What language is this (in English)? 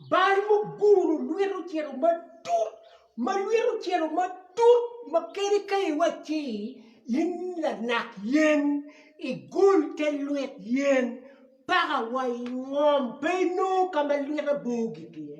Acoli